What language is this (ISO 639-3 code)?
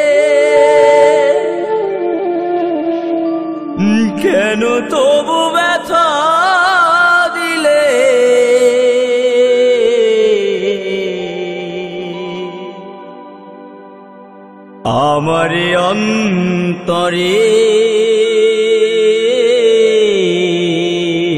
ben